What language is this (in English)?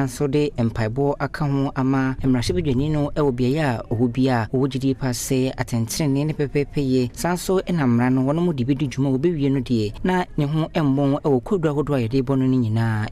Akan